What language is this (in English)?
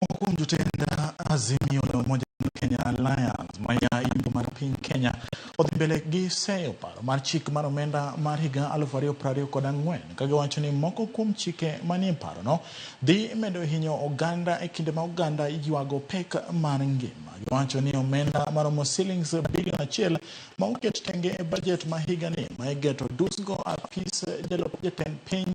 Luo (Kenya and Tanzania)